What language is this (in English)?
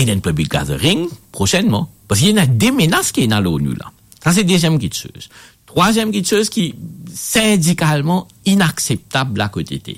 Morisyen